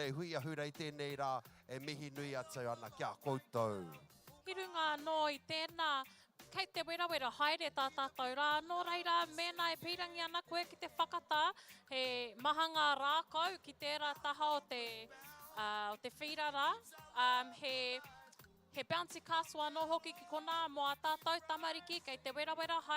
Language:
Māori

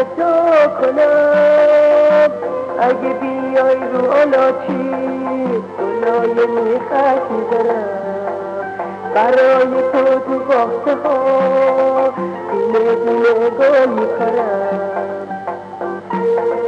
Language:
Persian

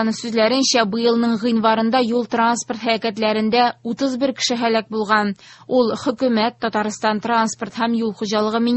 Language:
Tatar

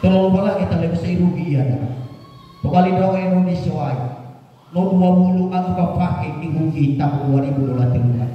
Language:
Nias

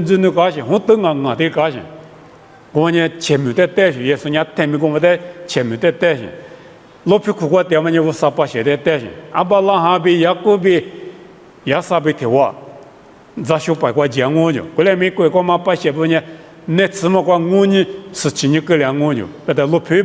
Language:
Lisu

